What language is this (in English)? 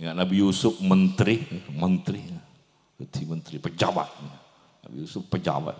Madurese